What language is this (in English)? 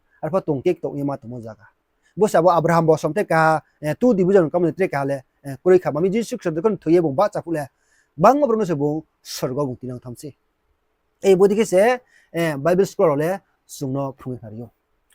Riang (India)